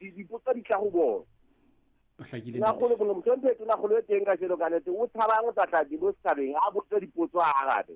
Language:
Southern Sotho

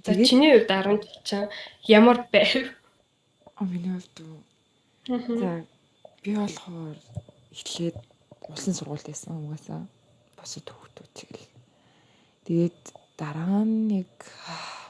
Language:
Mongolian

